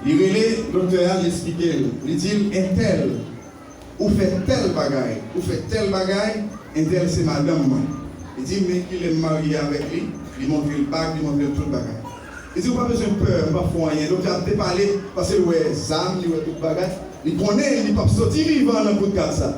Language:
Haitian Creole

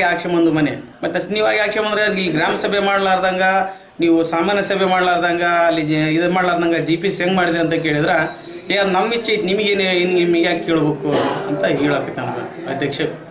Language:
Kannada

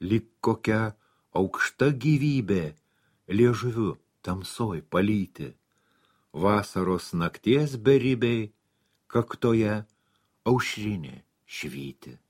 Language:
Lithuanian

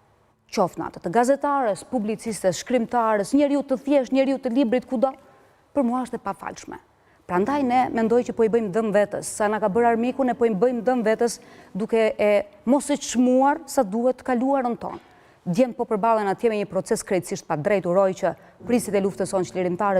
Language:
Albanian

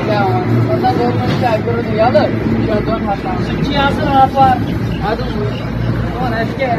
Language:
Kashmiri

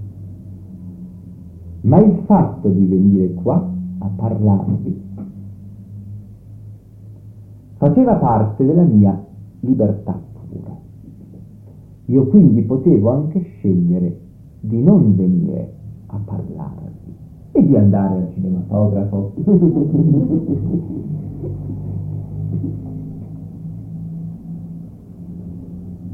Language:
Italian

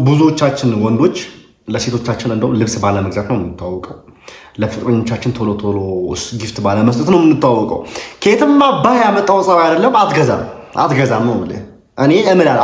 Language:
Amharic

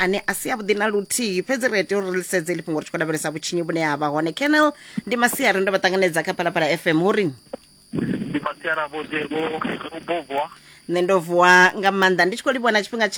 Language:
Venda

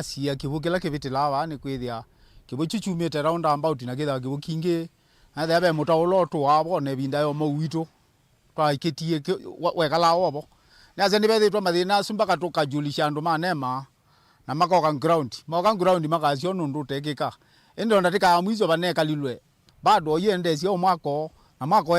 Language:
Kamba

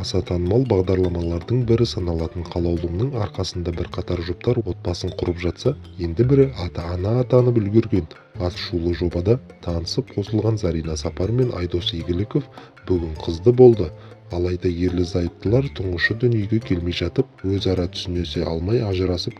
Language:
Kazakh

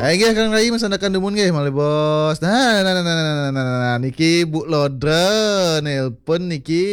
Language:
Balinese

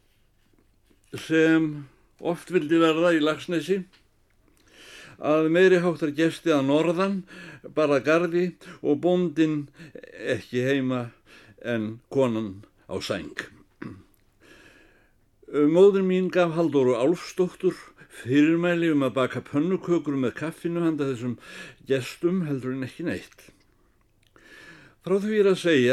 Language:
Icelandic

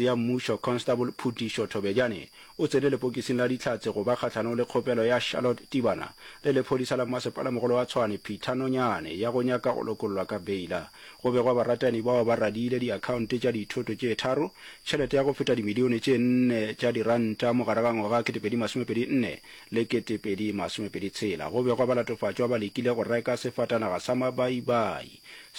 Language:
Northern Sotho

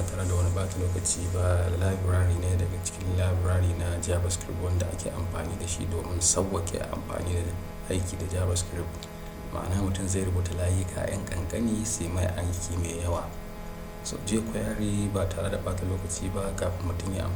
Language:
Hausa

